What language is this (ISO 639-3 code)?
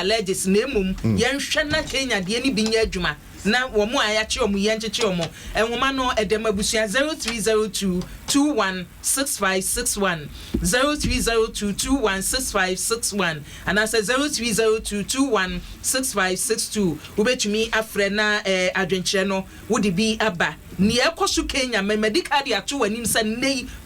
aka